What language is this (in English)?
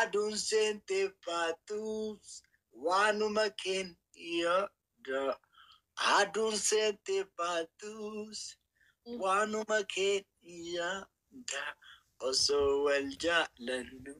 Oromo